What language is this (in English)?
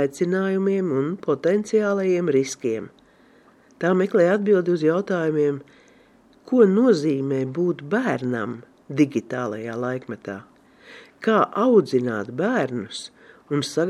Latvian